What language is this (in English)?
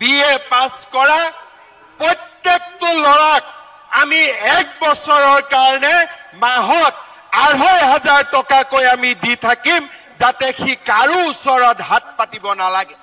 Assamese